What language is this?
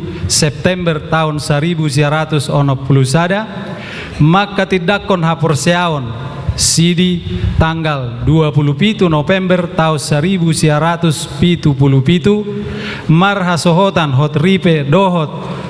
Batak Toba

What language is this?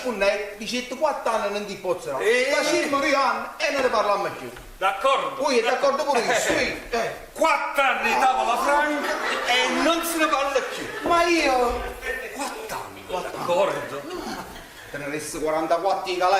Neapolitan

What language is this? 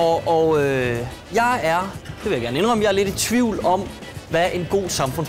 Danish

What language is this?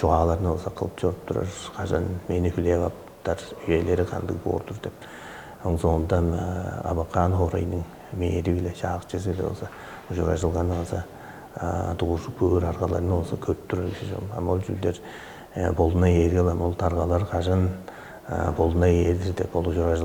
Tuvinian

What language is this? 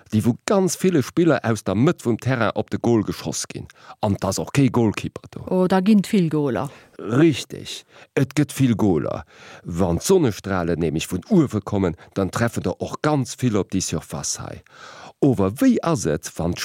Luxembourgish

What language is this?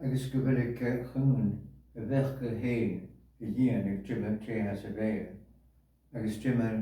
Scottish Gaelic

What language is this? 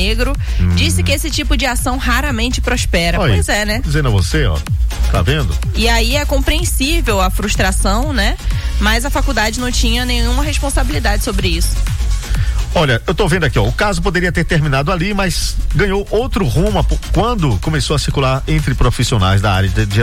Portuguese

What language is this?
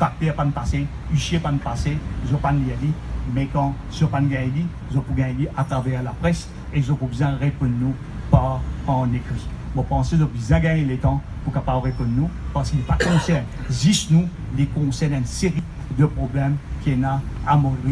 Morisyen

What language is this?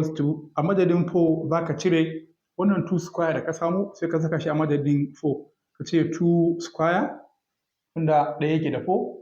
Hausa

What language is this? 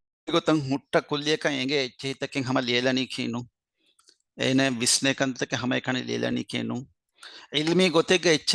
Divehi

